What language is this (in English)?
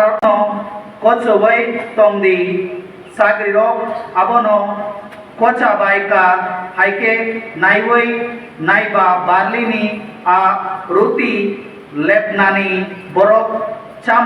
Kok Borok